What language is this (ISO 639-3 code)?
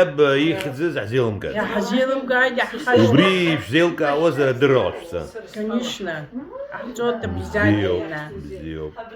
abk